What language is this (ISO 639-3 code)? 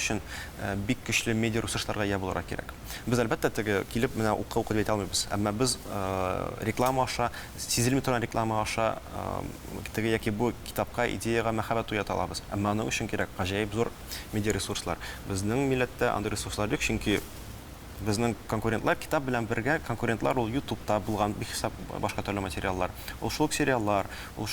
tat